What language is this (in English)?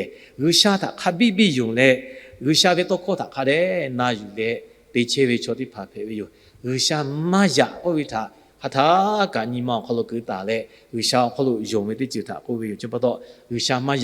Lahu